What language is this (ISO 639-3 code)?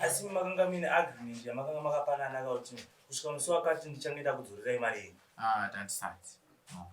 sna